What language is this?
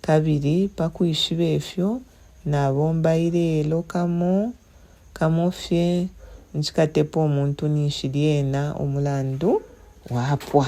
Bemba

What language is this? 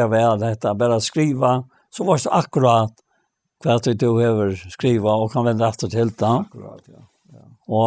Faroese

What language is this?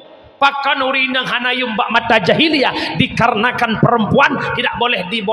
Achinese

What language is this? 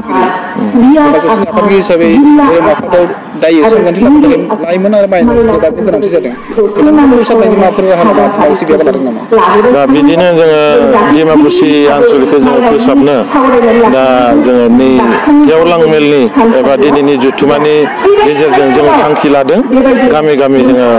Bodo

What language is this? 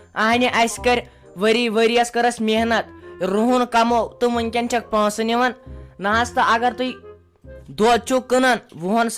Kashmiri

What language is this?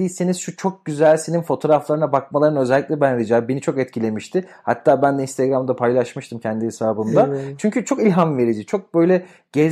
Turkish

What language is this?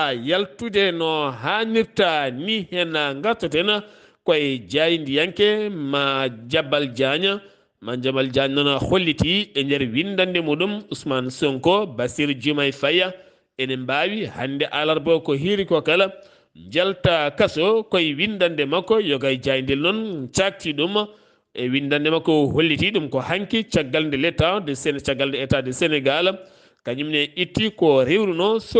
Fula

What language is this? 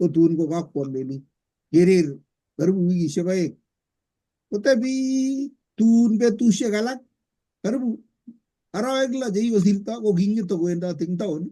Kalenjin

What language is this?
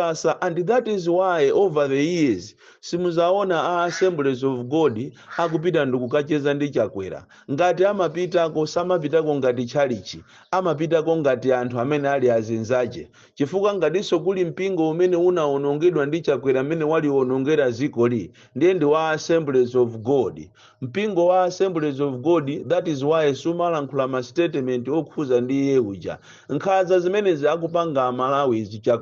Nyanja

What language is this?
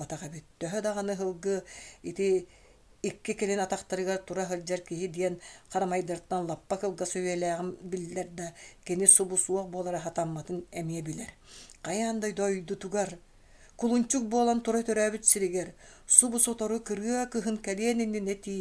Yakut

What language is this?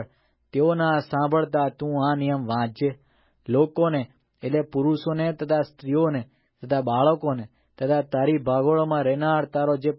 Gujarati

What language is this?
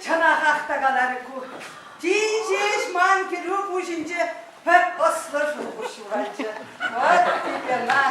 Chuvash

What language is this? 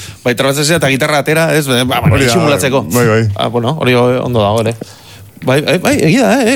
Basque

